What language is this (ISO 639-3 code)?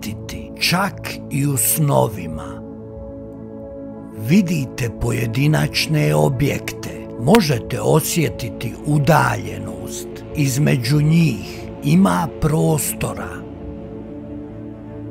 hrv